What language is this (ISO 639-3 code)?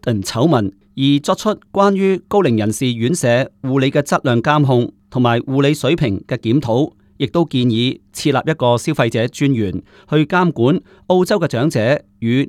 yue